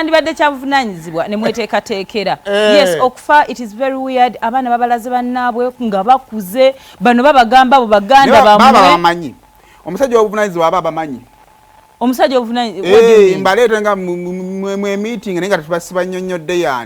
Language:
Ganda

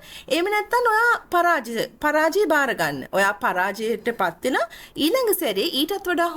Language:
Sinhala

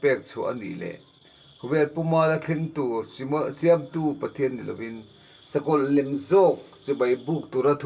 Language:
Mizo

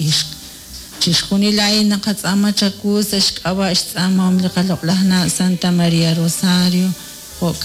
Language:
Kekchí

